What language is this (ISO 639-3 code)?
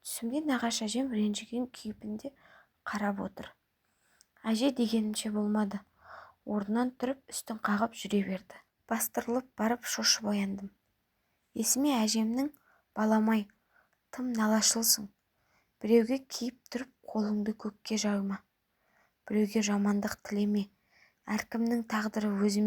kaz